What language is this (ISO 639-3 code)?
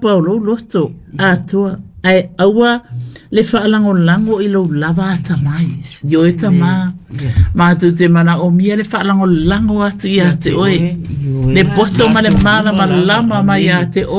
smo